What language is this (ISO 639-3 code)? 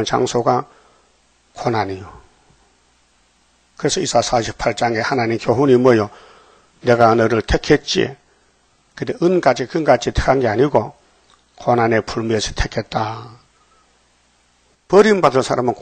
kor